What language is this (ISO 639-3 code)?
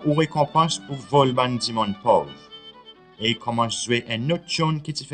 crs